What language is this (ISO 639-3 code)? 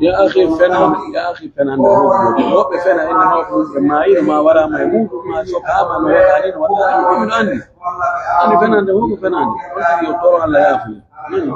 fuf